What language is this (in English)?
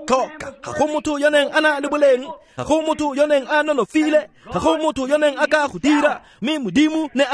Tswana